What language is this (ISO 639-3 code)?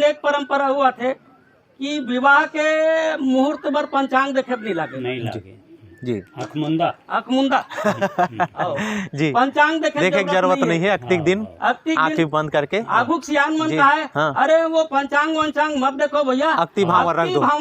hne